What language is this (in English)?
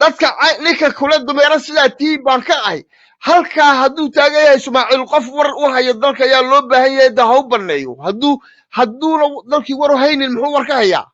Somali